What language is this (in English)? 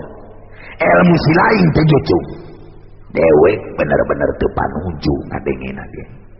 Sundanese